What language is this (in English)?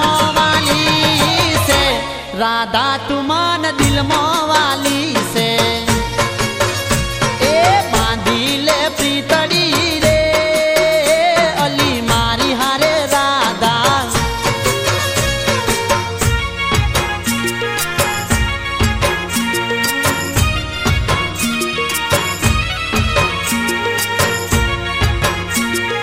Gujarati